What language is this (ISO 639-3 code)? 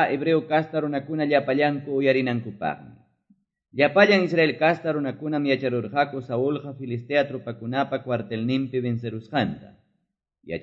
que